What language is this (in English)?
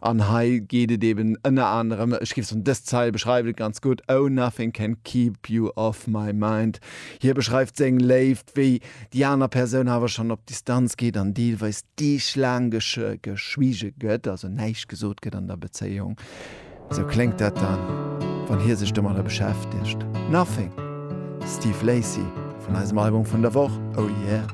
Luxembourgish